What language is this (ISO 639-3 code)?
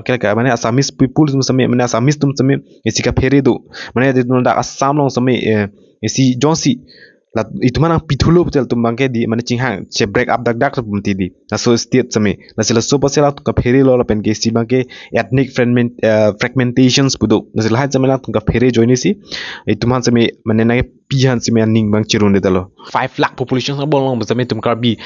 mjw